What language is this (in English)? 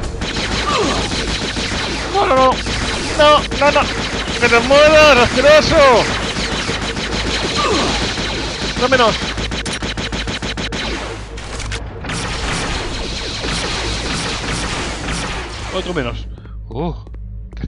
Spanish